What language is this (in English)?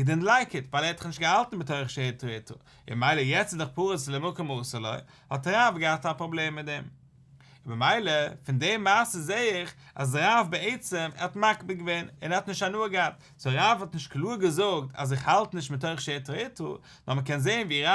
Yiddish